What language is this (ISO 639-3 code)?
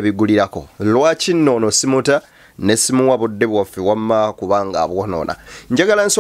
lug